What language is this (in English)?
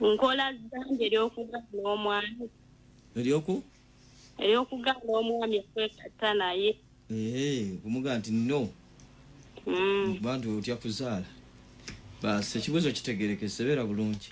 Ganda